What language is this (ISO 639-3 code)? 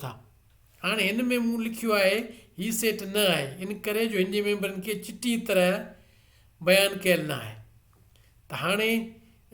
snd